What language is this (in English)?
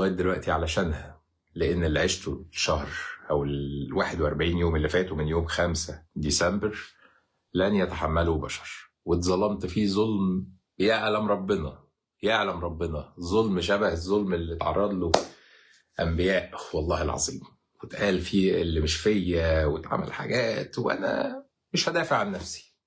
Egyptian Arabic